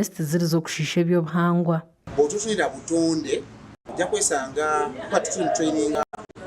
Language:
Nyankole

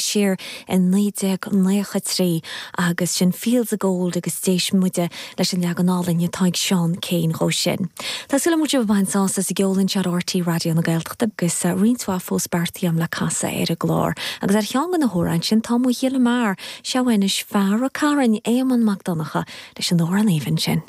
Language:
Irish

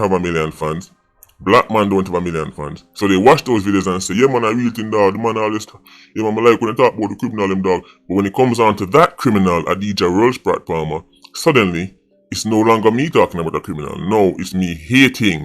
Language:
Jamaican Creole English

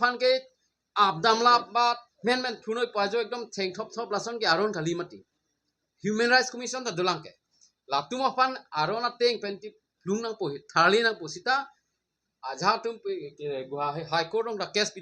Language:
Karbi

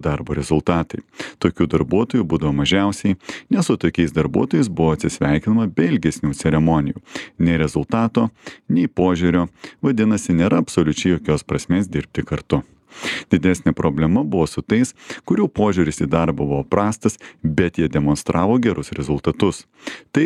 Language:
Lithuanian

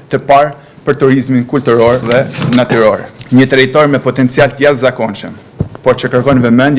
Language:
Albanian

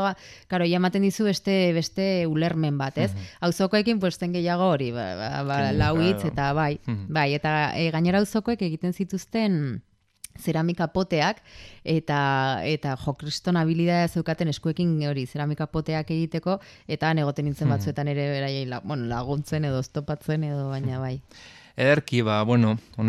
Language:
Basque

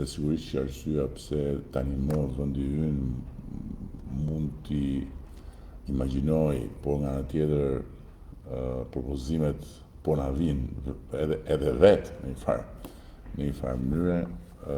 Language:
Albanian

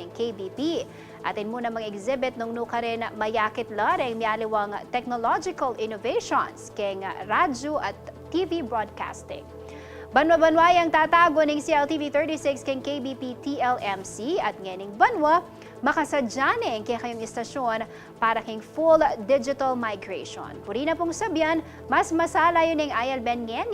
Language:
Pampanga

